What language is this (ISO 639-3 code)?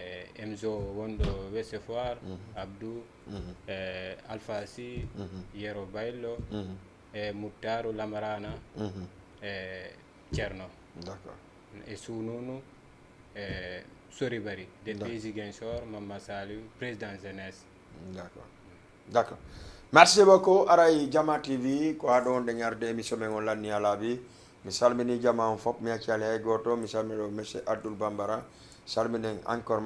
ful